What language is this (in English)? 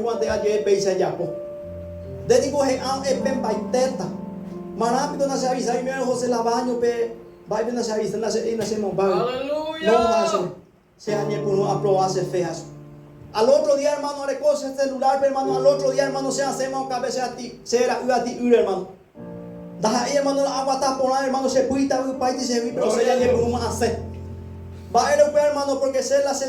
Guarani